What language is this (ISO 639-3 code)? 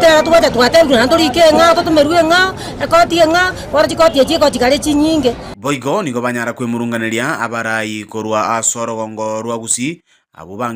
guz